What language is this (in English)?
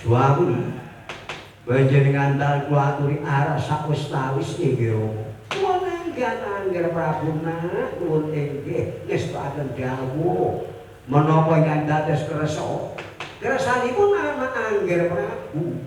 Javanese